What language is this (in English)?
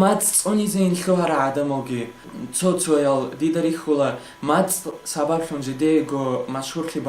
Avaric